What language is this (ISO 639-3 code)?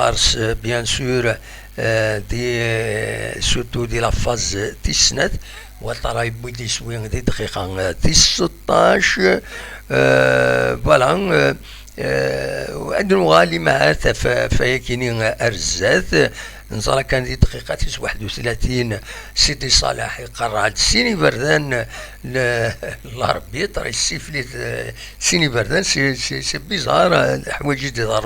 kab